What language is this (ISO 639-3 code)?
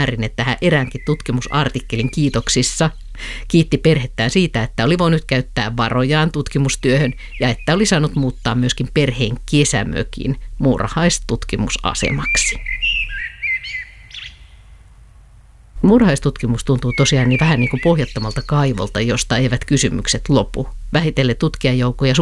fin